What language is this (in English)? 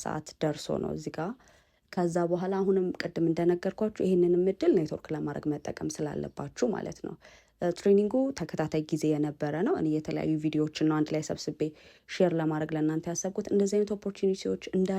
Amharic